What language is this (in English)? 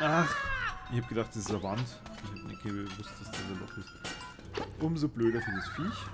Bavarian